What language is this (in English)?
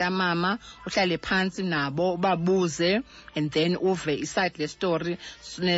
Xhosa